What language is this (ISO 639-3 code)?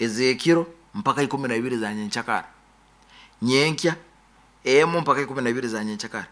nyo